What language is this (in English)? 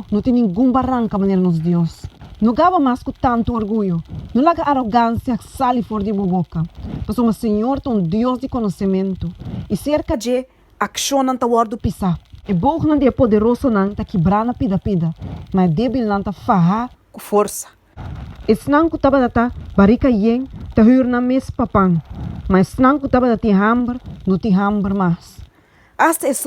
Papiamento